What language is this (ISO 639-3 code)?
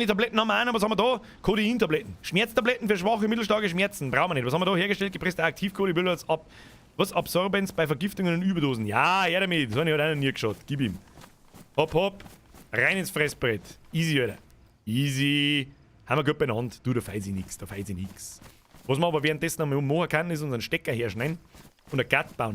bar